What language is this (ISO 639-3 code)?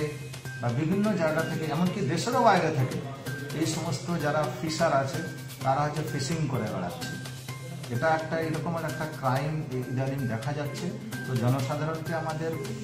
ben